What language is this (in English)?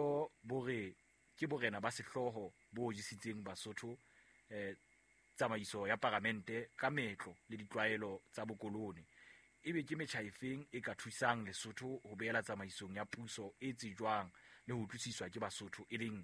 Southern Sotho